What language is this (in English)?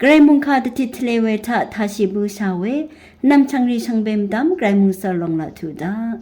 Rawang